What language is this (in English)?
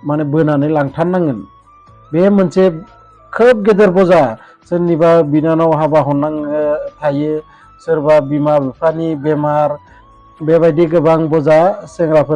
Bodo